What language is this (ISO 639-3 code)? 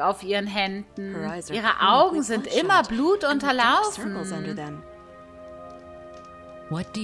deu